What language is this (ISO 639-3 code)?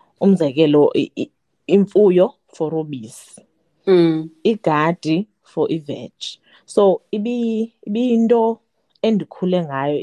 xho